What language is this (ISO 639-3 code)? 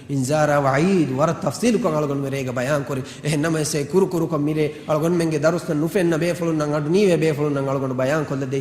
div